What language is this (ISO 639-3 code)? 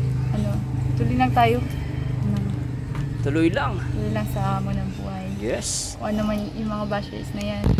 fil